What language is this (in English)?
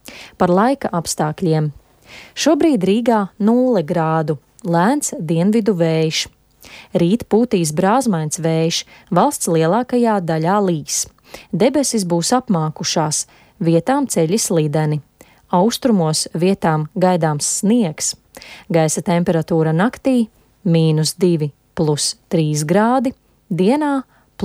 Latvian